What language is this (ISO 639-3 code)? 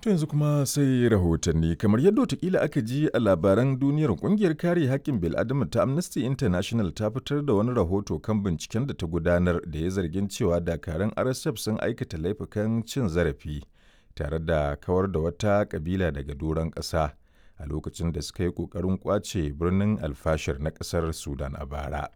hau